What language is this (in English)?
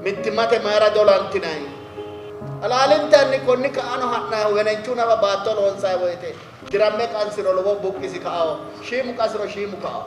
Sidamo